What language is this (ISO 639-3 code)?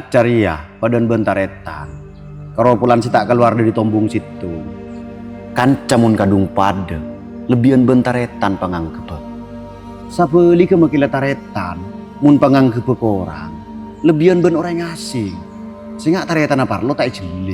mad